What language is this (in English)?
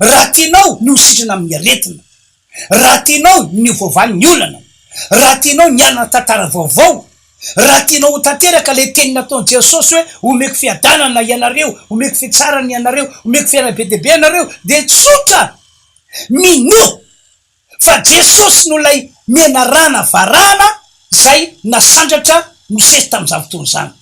Malagasy